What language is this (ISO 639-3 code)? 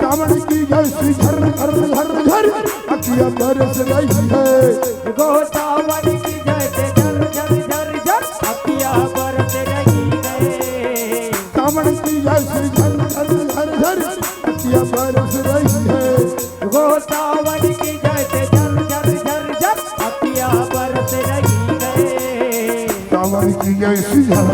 hne